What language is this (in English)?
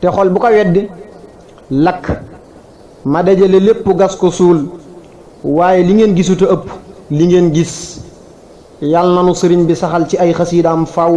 Wolof